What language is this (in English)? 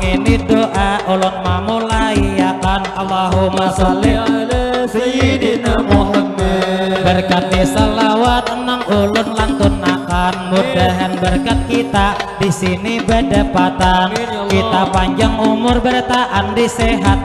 Banjar